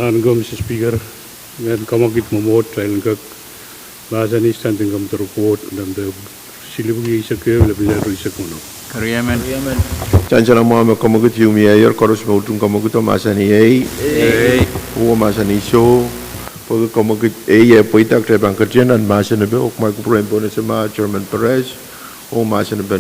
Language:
Pohnpeian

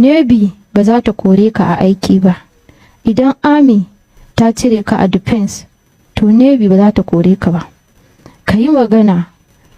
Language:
Hausa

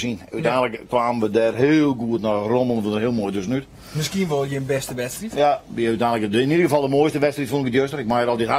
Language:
Western Frisian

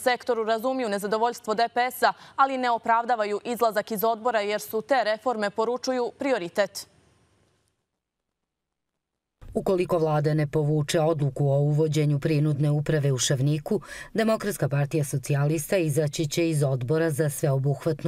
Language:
Serbian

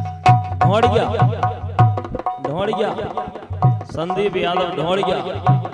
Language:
Bhojpuri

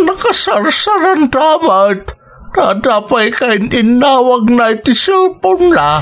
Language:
Iloko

